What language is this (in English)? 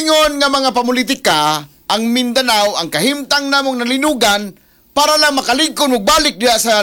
Cebuano